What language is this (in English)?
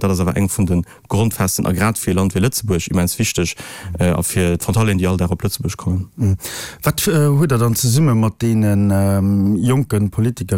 Luxembourgish